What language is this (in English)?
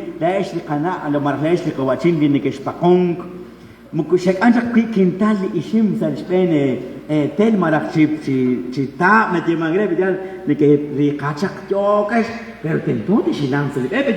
Kekchí